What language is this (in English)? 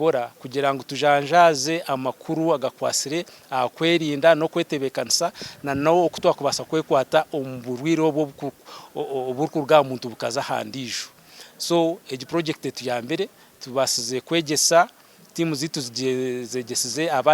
Nyankole